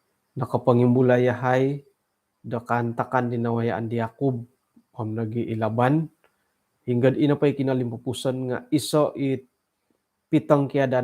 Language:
Central Dusun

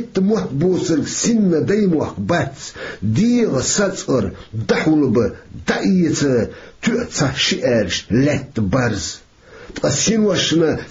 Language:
Chechen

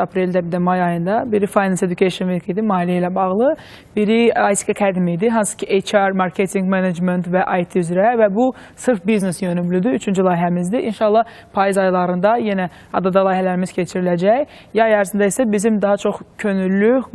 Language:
Azerbaijani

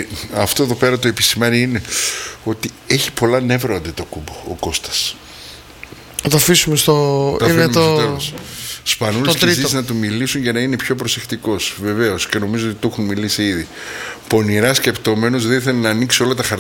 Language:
Greek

